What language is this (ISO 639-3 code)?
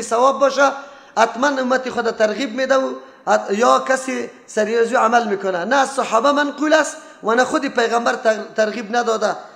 fas